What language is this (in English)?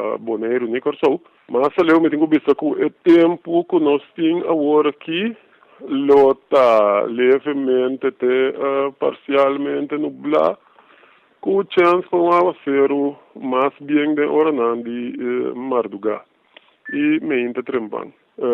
Papiamento